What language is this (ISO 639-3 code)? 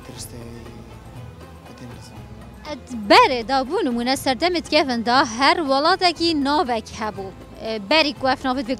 kur